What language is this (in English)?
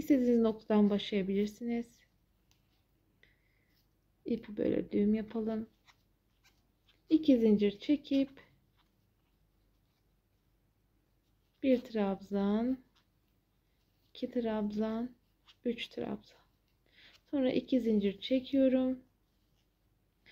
Turkish